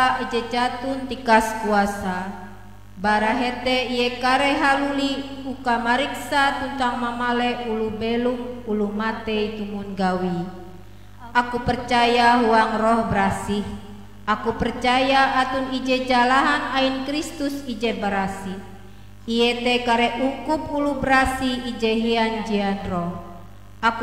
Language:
Ngaju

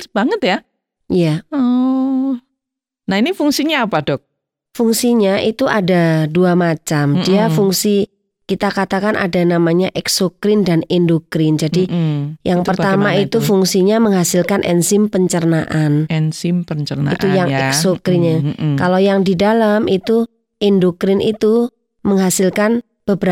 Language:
Indonesian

